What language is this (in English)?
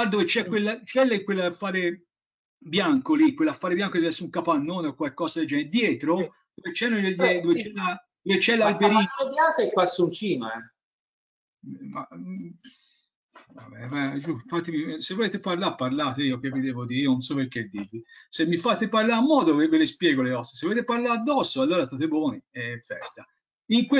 Italian